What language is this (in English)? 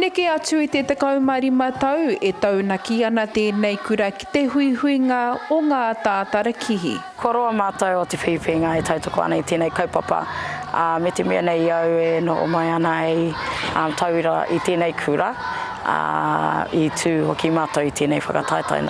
Māori